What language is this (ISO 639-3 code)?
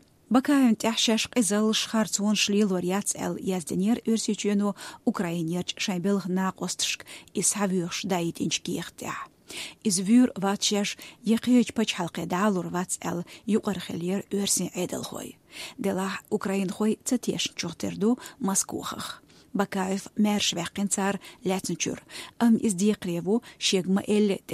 che